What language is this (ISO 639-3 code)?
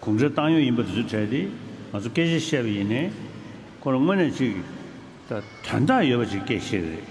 bod